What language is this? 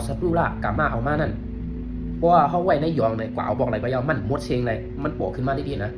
Shan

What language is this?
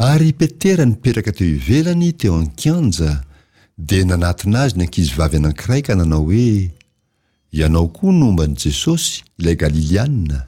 Malagasy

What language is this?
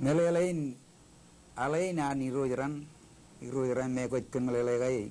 Marshallese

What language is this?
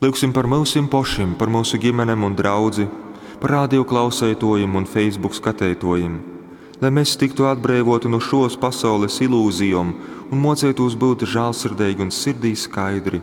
Latgalian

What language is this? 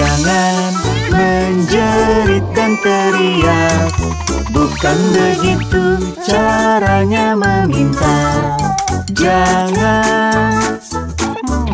Indonesian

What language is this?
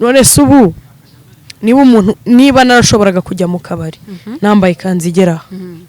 Kinyarwanda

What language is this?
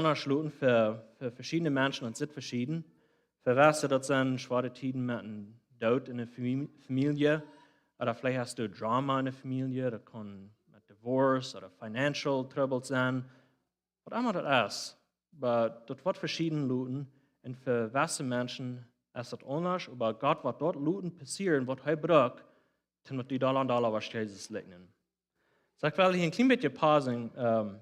Plautdietsch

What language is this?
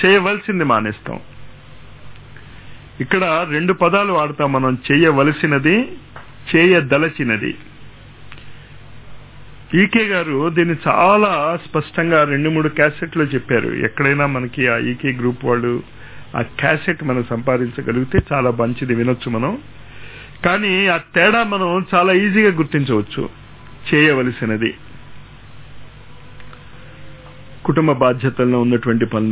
Telugu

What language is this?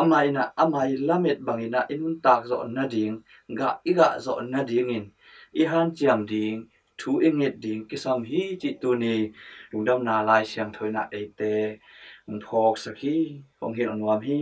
Tedim Chin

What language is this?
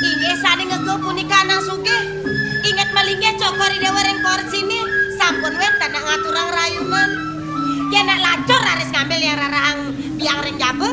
Balinese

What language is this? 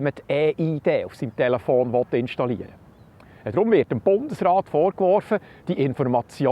Swiss German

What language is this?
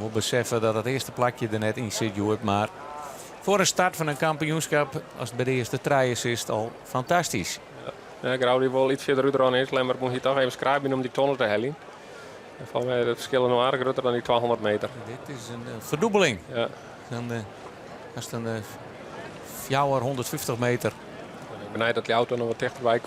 Western Frisian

